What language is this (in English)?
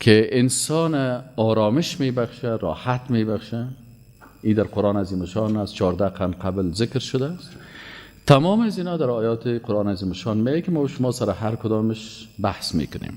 Persian